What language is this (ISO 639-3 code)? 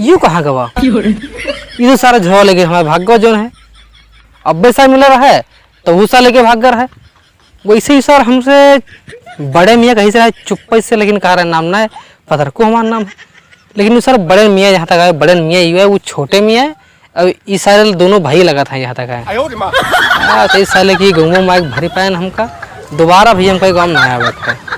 awa